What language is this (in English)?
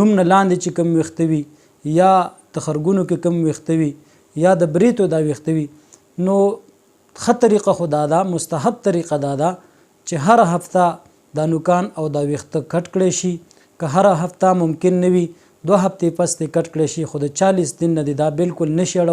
Pashto